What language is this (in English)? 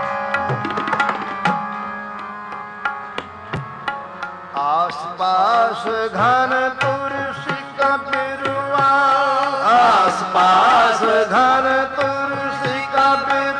Punjabi